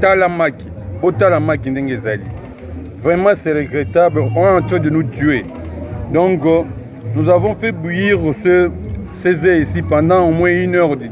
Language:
Lingala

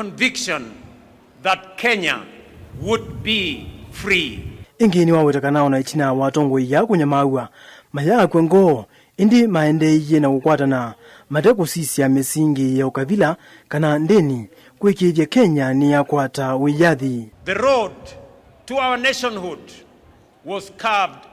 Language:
Kamba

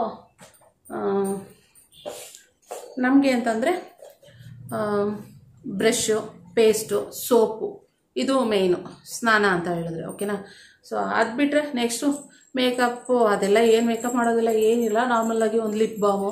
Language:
Kannada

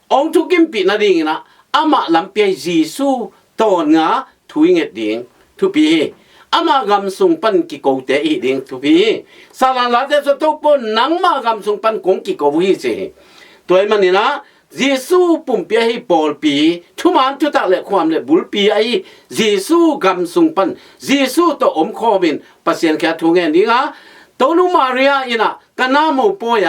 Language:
Tedim Chin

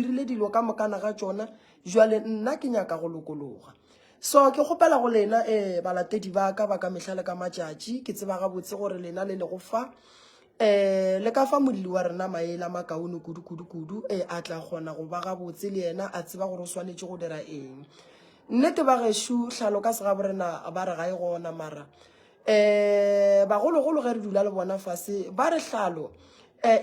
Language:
Northern Sotho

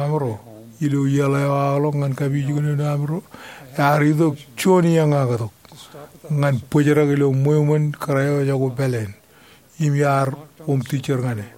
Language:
Marshallese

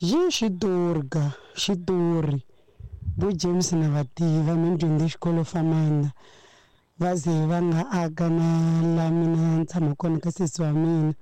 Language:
Tsonga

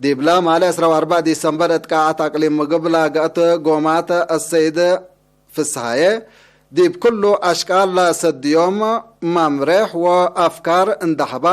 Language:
Tigre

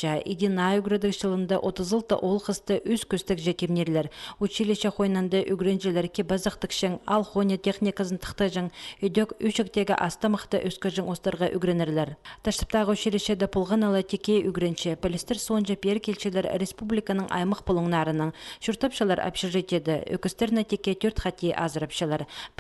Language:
Khakas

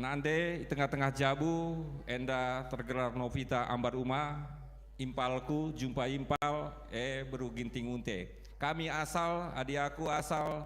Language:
Batak Karo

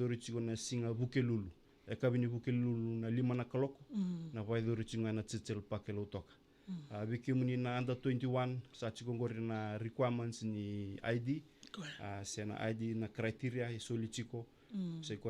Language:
Fijian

